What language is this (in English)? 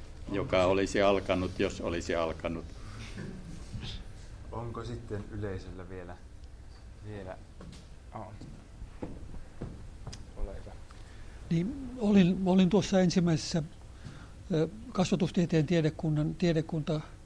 Finnish